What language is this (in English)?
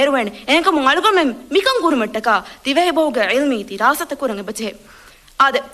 Divehi